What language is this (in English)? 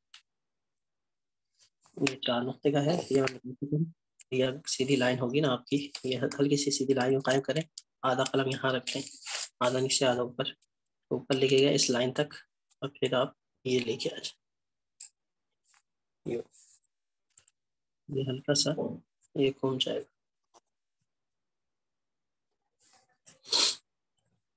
Urdu